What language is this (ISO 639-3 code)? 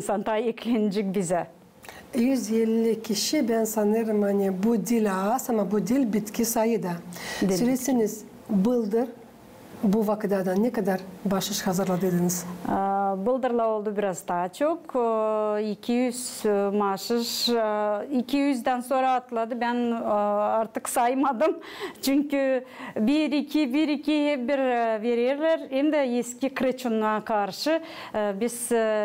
gag